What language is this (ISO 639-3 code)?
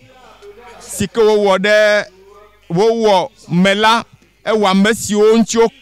ewe